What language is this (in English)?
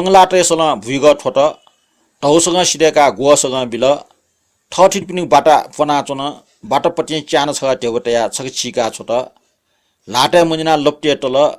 Newari